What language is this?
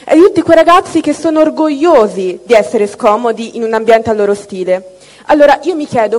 Italian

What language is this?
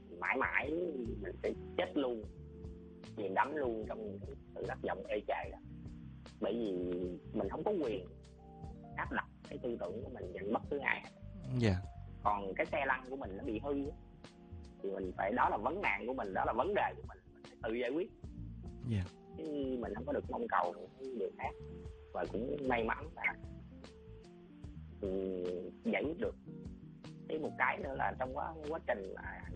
Vietnamese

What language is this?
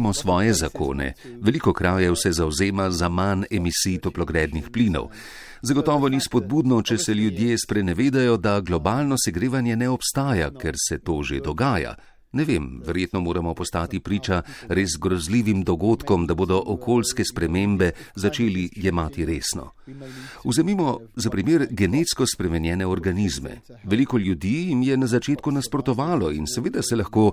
Slovenian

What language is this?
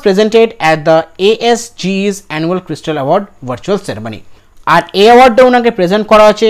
Bangla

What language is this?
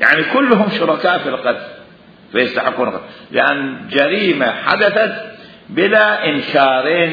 Mesopotamian Arabic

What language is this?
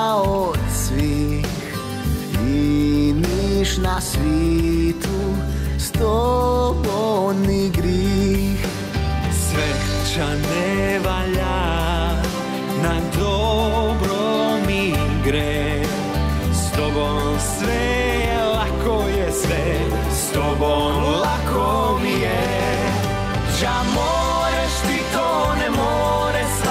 Croatian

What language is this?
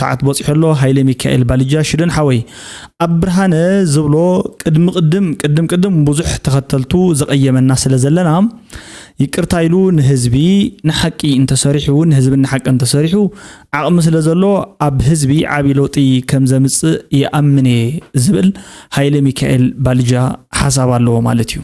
Tigrinya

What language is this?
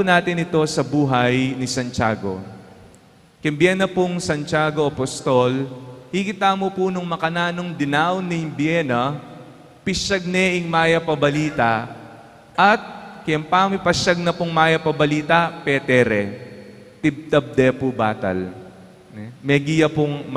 Pampanga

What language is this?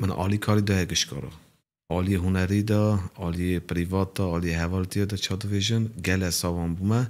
Kurdish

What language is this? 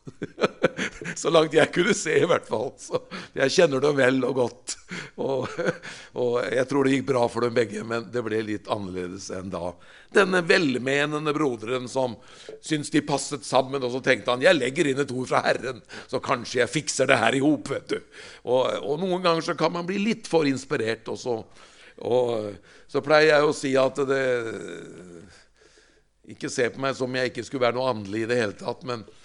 Norwegian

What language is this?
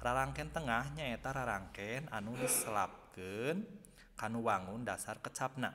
Sundanese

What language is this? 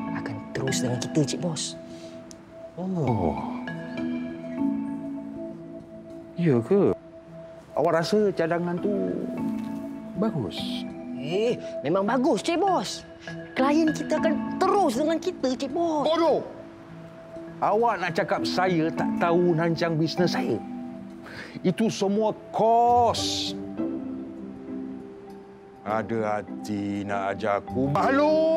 Malay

